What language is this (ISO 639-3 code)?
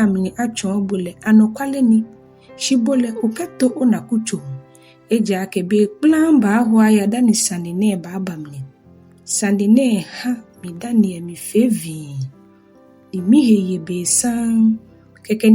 gaa